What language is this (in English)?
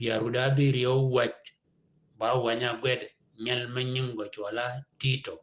Shilluk